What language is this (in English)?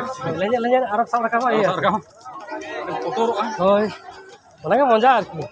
Santali